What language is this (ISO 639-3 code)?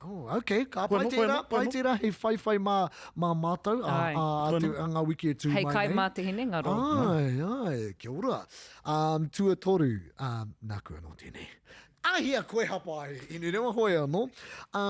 mri